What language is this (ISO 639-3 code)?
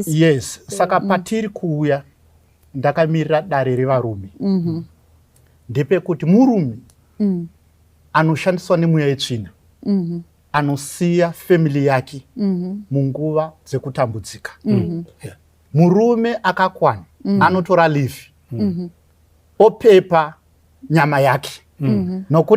sna